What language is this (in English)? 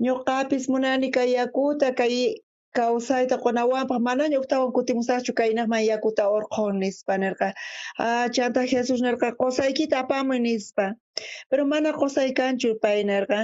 South Bolivian Quechua